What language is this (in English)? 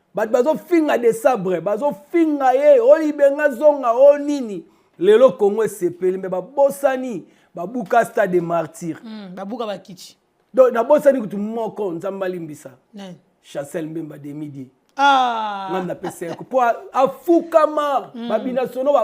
Lingala